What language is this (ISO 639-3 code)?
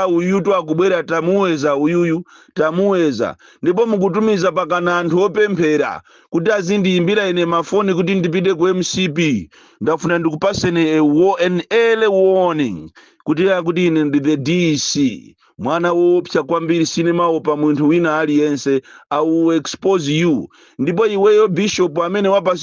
nya